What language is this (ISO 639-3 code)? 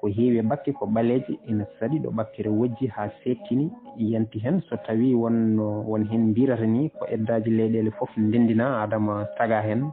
ful